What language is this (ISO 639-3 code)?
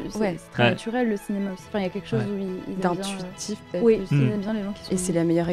fra